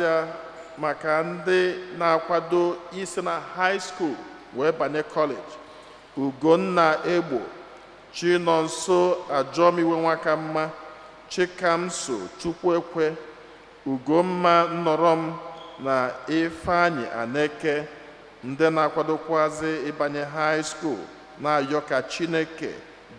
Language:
Igbo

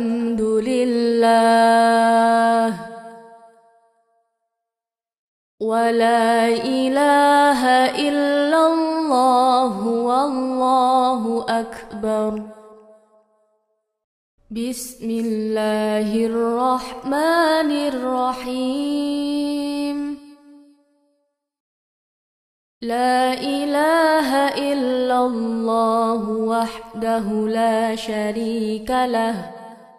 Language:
Arabic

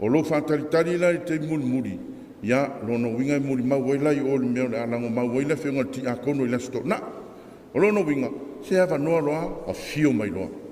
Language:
Samoan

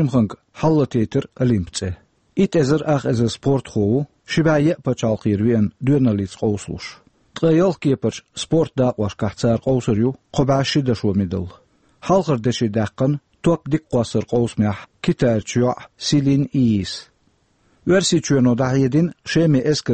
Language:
Chechen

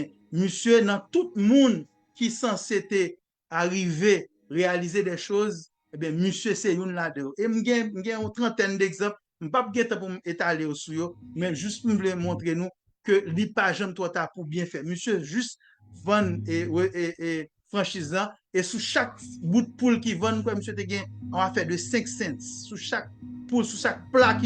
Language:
Haitian Creole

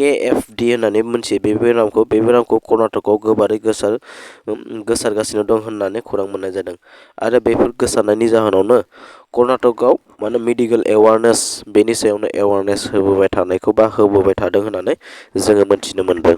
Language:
Bodo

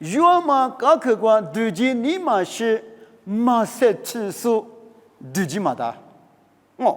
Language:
Lisu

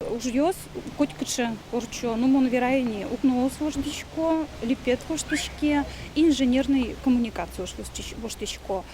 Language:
Udmurt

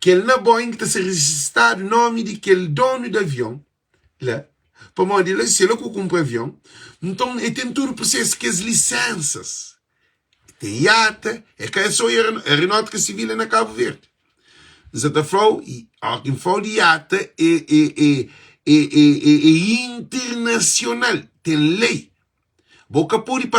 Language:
Kabuverdianu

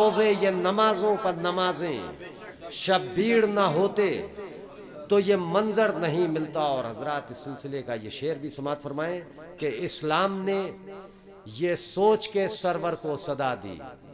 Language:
Urdu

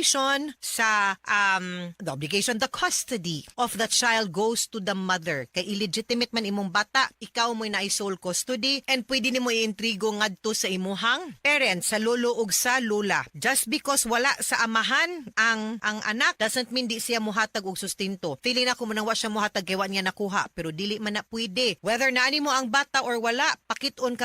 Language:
Cebuano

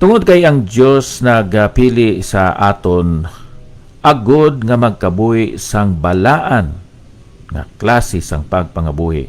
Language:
Hiligaynon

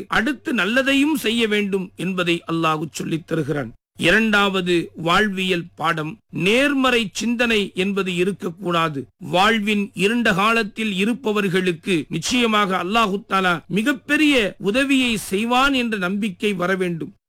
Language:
Tamil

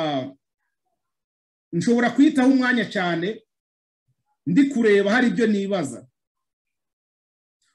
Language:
Kinyarwanda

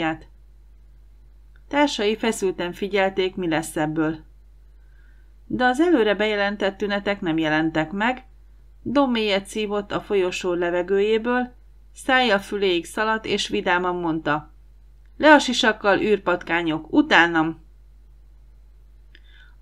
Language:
Hungarian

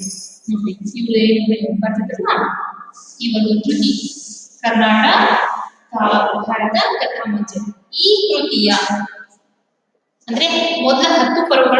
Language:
Kannada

